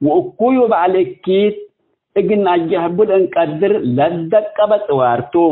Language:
Tigre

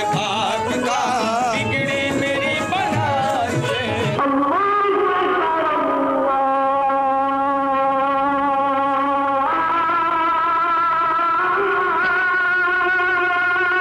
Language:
Urdu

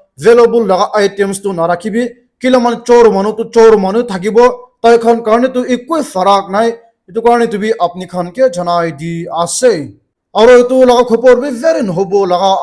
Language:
Naga Pidgin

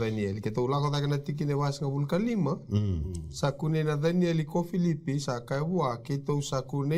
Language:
Fijian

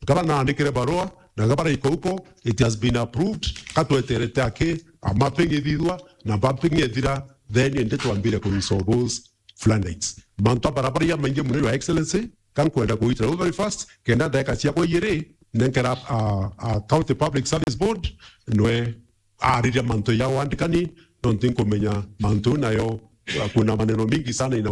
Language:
Meru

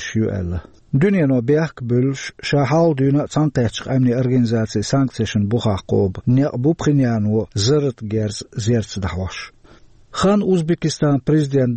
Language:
Chechen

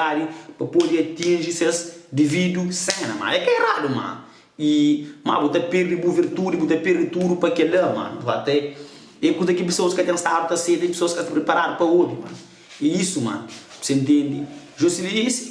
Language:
Kabuverdianu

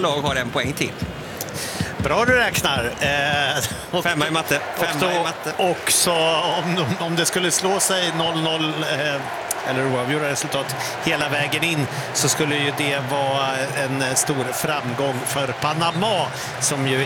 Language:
Swedish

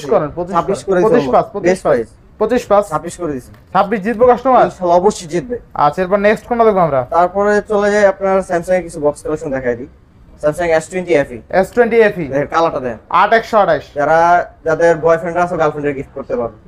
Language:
Bangla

